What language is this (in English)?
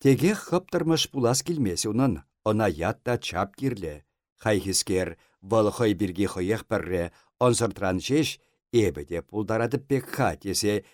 Chuvash